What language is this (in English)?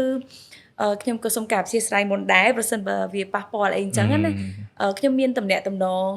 Khmer